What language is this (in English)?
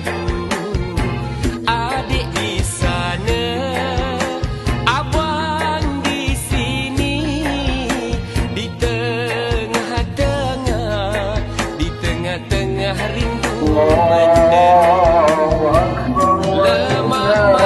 Malay